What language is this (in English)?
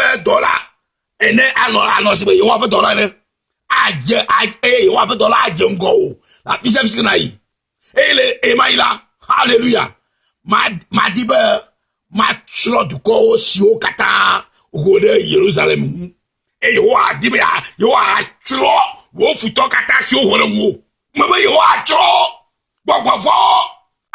Ewe